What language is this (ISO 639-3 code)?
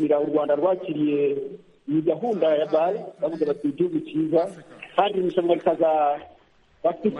kin